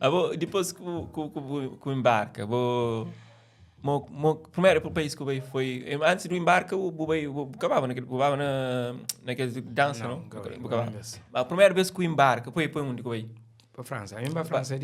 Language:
Kabuverdianu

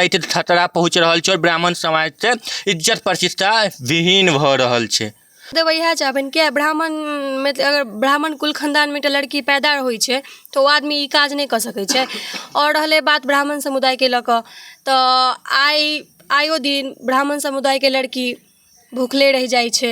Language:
Maithili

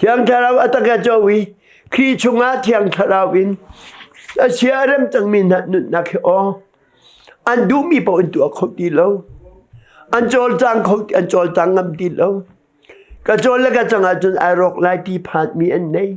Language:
Hakha Chin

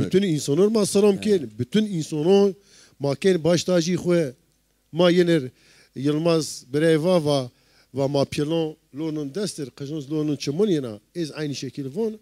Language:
Zaza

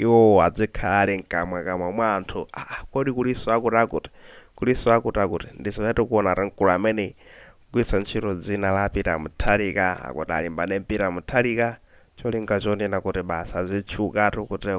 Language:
Nyanja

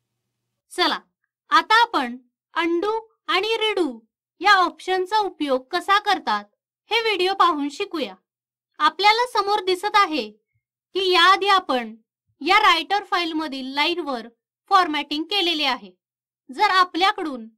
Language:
Marathi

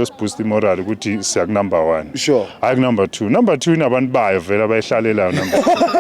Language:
Zulu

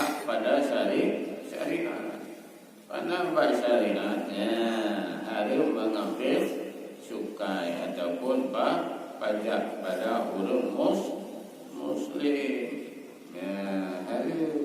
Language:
Achinese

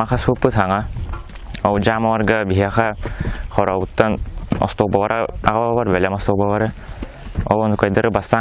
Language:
Yakut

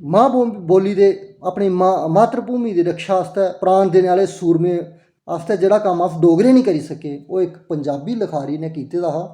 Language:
Dogri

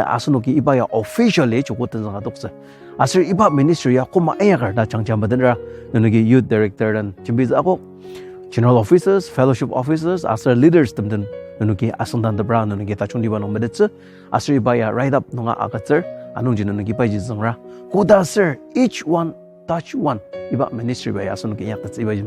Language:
Ao Naga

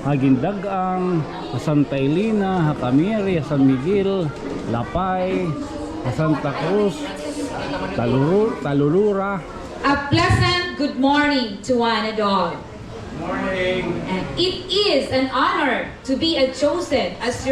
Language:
Waray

